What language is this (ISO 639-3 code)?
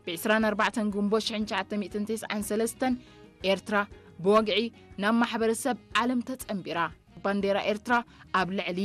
tir